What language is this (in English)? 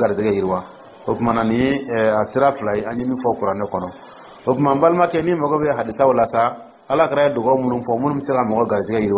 Dyula